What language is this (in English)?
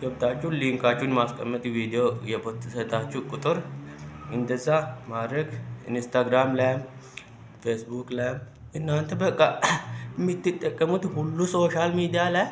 Amharic